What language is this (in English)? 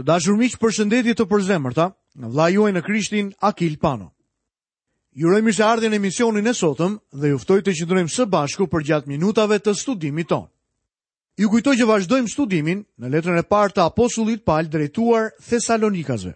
Albanian